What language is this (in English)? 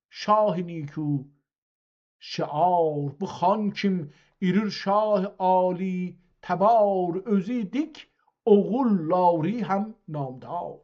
South Azerbaijani